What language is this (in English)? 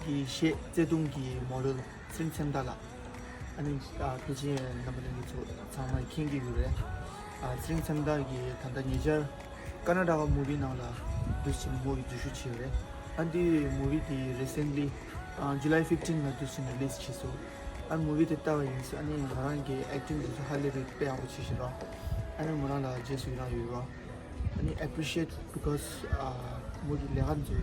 Tibetan